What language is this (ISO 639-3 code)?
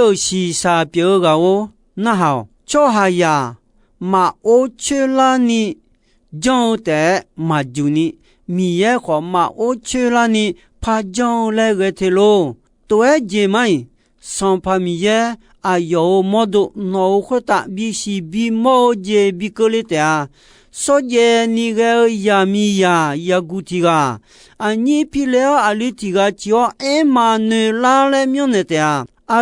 ahk